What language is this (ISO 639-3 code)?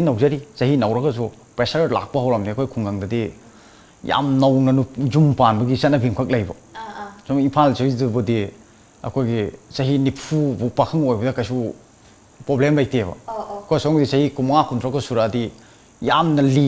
mni